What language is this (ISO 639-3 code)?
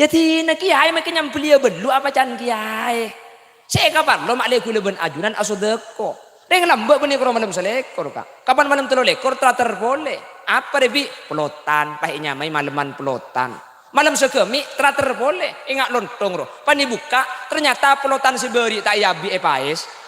mad